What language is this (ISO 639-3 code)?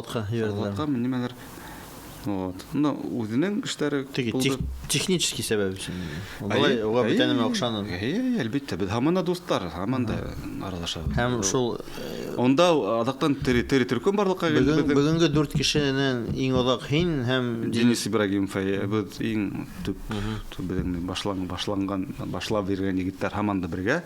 bak